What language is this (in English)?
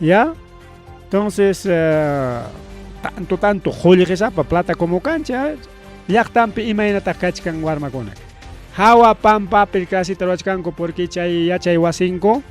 Ayacucho Quechua